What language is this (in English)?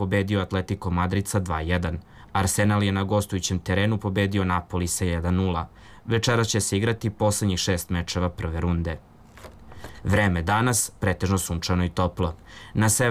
Serbian